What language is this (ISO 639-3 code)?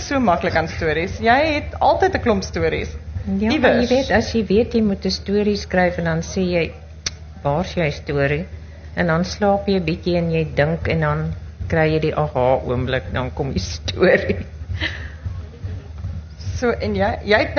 afr